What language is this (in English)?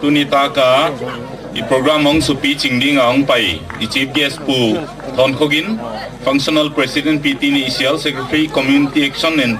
Gangte